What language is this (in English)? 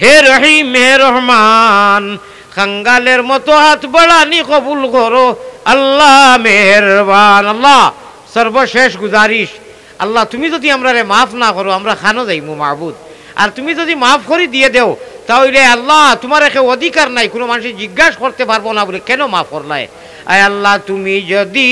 Sylheti